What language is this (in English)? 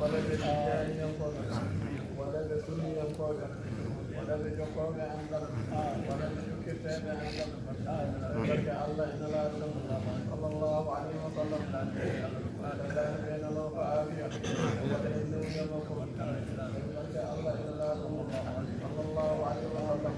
Fula